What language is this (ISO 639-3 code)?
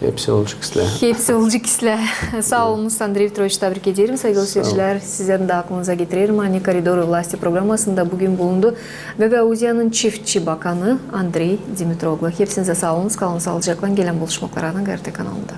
gag